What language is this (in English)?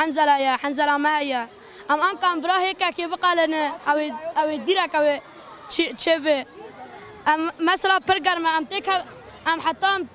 Kurdish